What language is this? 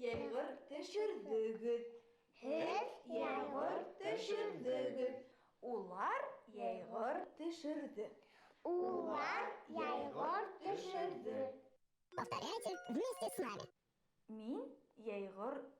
Bashkir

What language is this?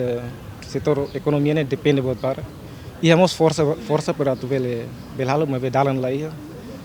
Tetum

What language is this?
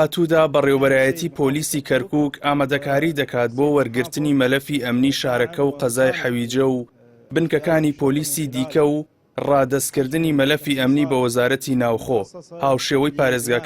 Central Kurdish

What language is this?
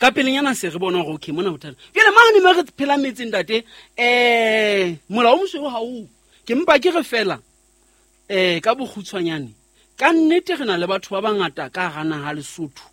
Southern Sotho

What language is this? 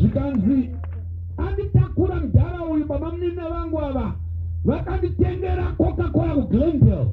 Shona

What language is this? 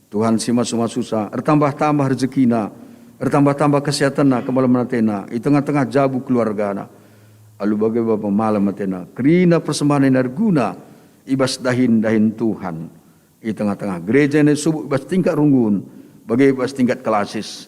Batak Karo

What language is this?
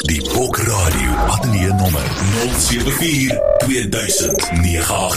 Afrikaans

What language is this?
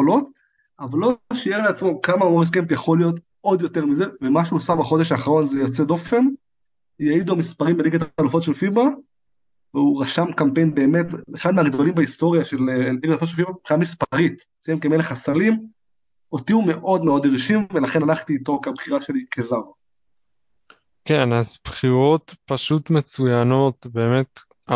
Hebrew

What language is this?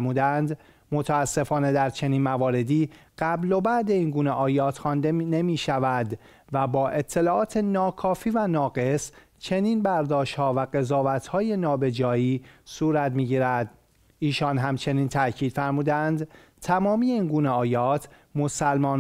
Persian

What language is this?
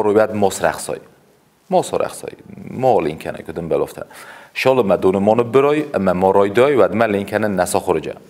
Ossetic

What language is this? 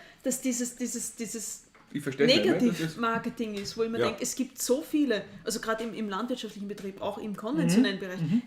Bavarian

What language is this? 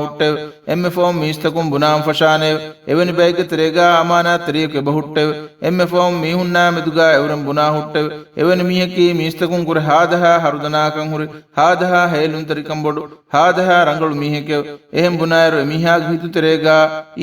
Divehi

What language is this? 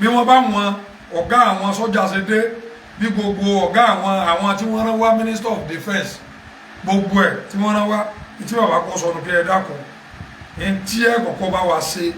Yoruba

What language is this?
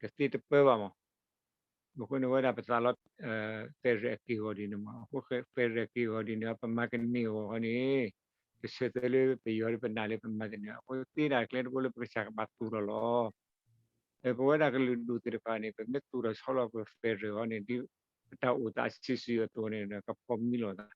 S'gaw Karen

